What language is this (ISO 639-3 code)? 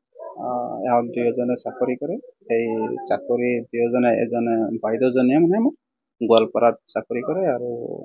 asm